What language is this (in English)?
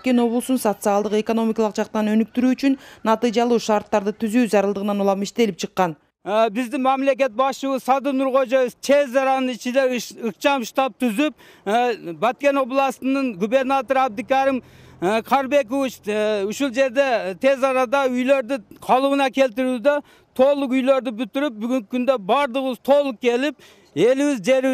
Kyrgyz